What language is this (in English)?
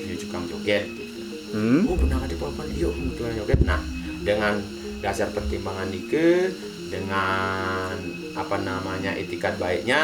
Balinese